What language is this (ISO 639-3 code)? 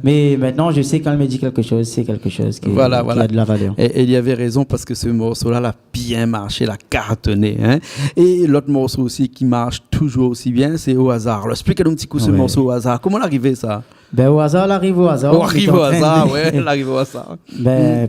rcf